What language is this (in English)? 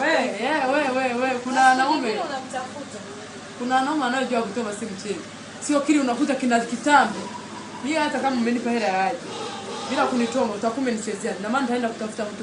Swahili